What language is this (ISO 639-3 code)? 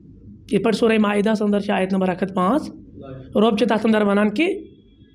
kas